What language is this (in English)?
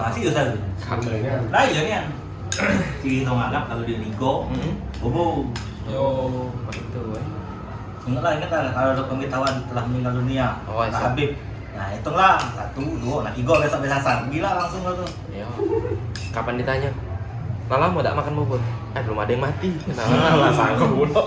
Musi